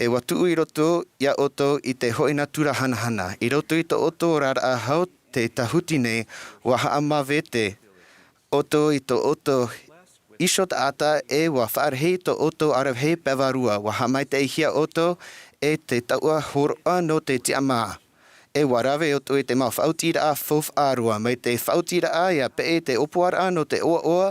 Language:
Tahitian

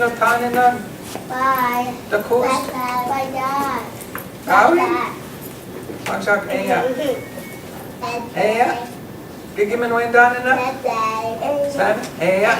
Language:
Chippewa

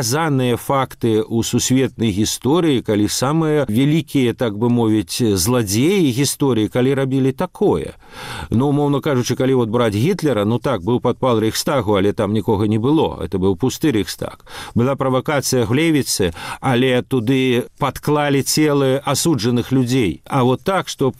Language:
Belarusian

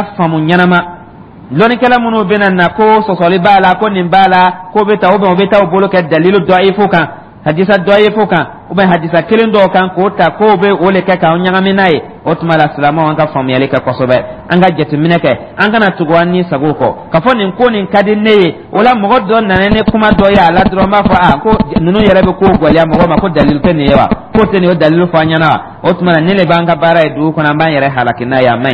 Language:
Dyula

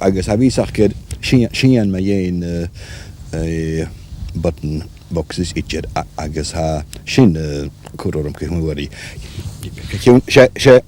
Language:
Scottish Gaelic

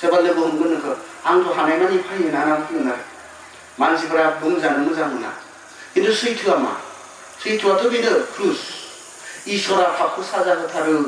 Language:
Bodo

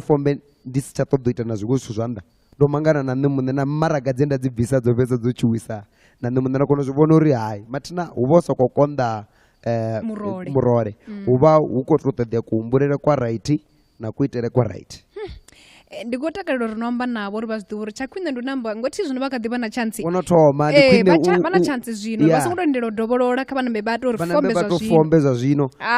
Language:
Venda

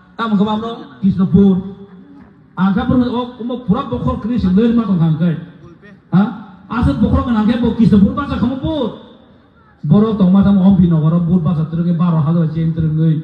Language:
Kok Borok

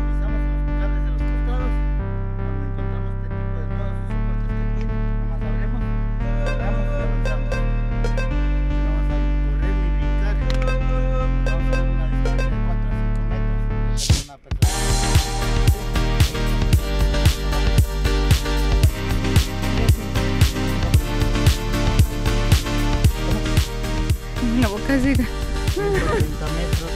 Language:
Spanish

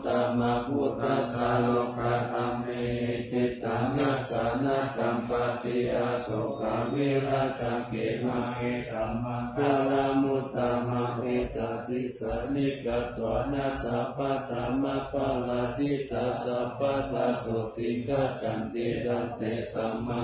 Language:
Pali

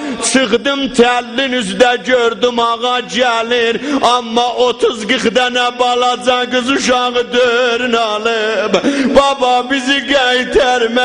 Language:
South Azerbaijani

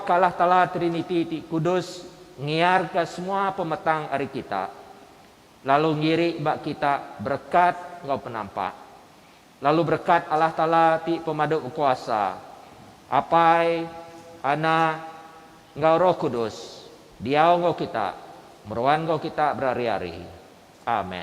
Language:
Iban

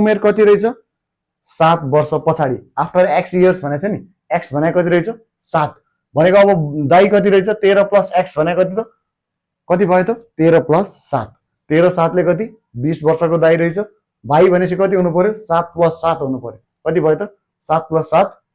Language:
Nepali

